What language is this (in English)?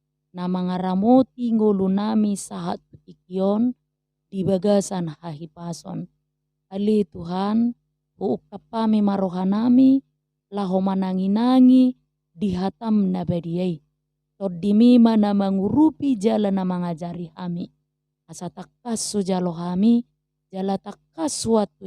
Batak Toba